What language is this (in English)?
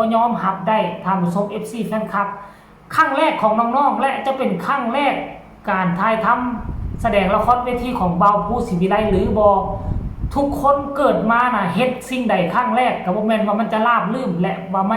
Northeastern Thai